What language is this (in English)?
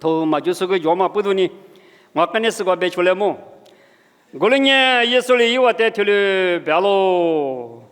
Lisu